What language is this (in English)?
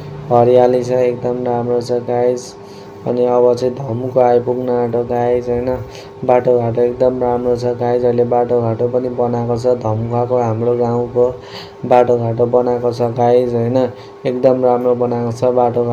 Nepali